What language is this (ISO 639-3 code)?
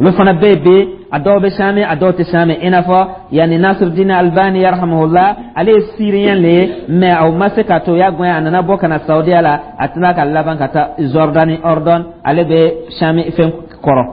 dyu